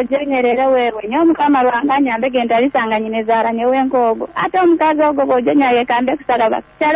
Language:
Nyoro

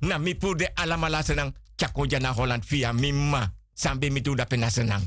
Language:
Sranan Tongo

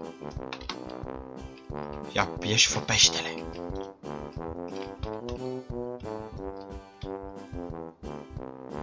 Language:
Romanian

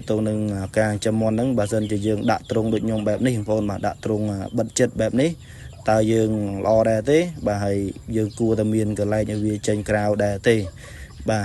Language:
Khmer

